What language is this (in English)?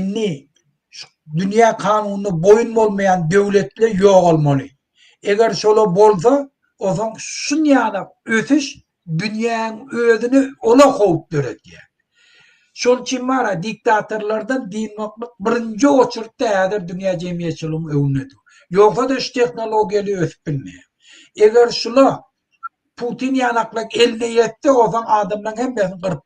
Turkmen